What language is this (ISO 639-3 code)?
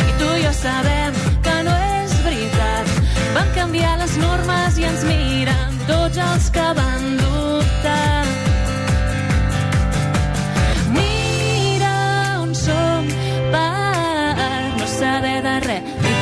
cat